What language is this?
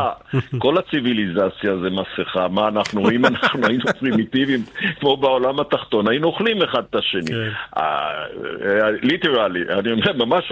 Hebrew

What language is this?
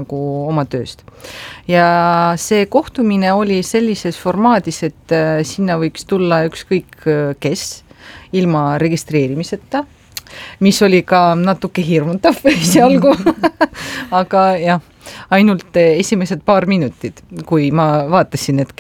Estonian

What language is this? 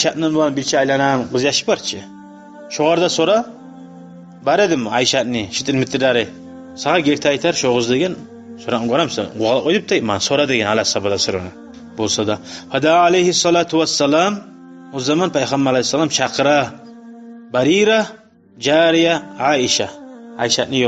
Kumyk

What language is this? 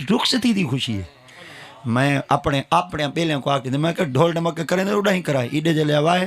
Saraiki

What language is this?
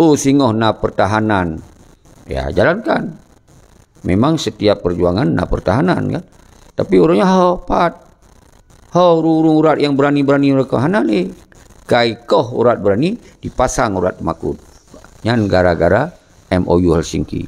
Achinese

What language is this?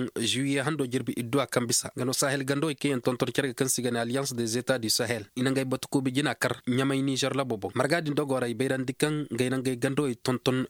Koyraboro Senni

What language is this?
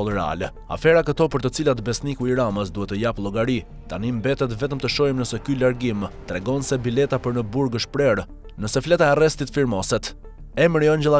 Albanian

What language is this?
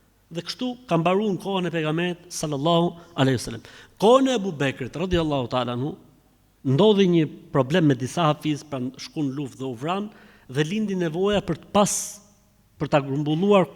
Albanian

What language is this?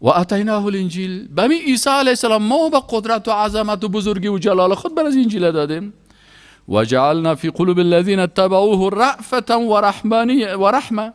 Persian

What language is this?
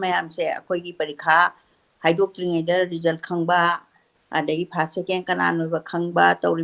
Manipuri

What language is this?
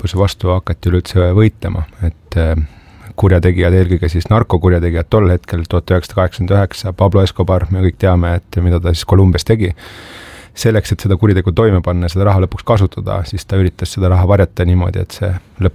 Estonian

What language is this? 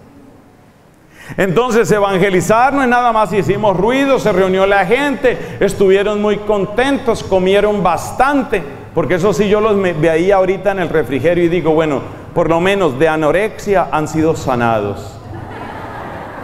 Spanish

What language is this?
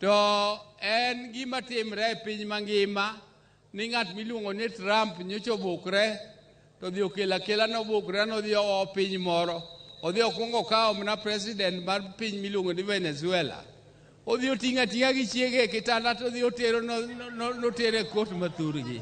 Luo (Kenya and Tanzania)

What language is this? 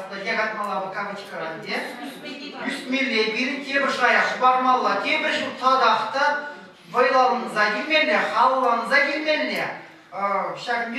Chuvash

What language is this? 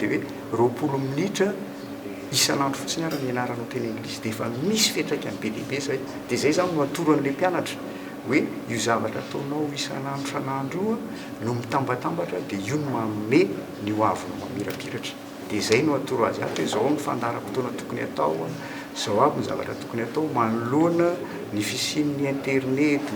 Malagasy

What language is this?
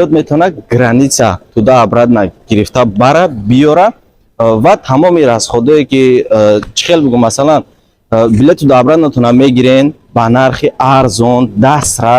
Tajik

